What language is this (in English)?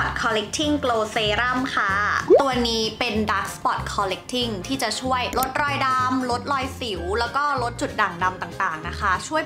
Thai